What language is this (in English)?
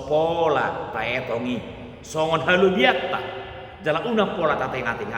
Batak Toba